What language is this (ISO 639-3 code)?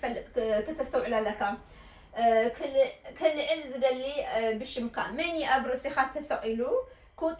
tir